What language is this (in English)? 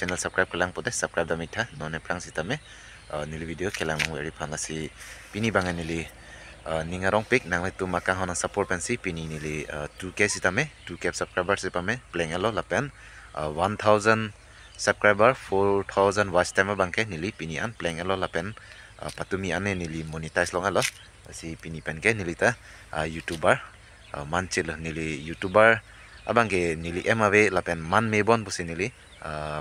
Karbi